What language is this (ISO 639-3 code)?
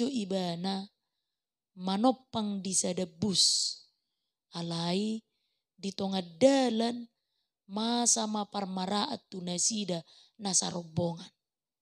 bbc